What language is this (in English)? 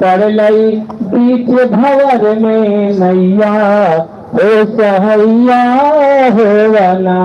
Magahi